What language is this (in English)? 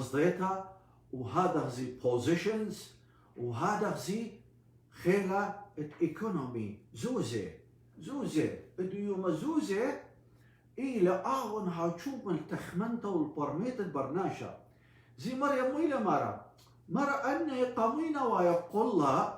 Assyrian Neo-Aramaic